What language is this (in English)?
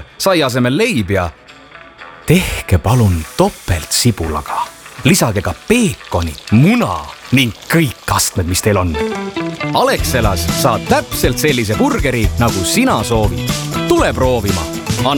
Estonian